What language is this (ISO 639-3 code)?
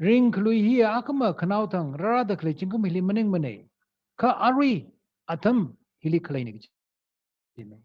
nmf